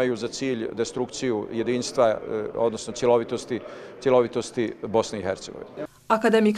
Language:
Bosnian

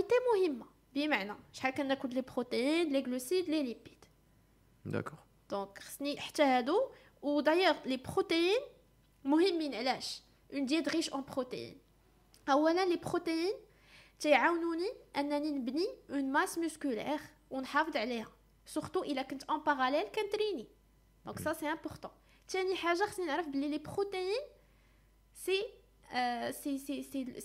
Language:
Moroccan Arabic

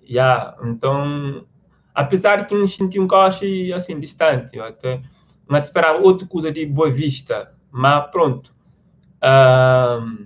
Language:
Kabuverdianu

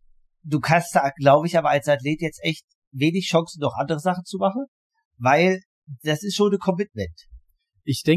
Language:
German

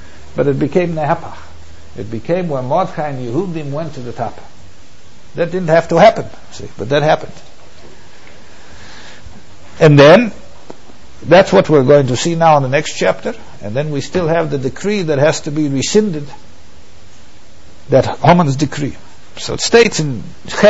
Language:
English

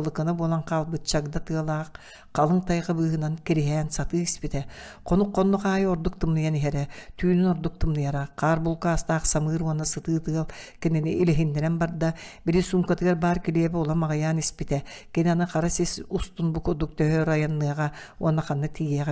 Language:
Yakut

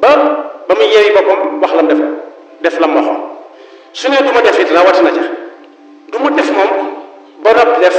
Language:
Wolof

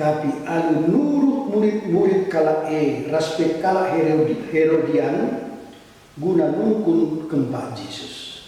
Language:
Batak Karo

